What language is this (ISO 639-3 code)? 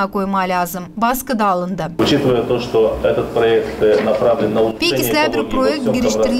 gag